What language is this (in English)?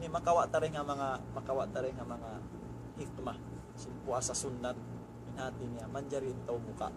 Tausug